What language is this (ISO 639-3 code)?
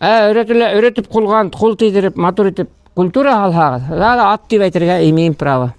bak